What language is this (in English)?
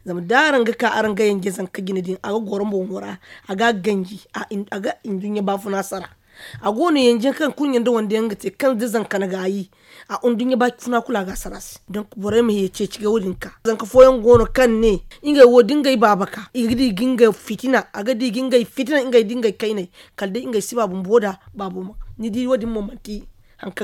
Zarma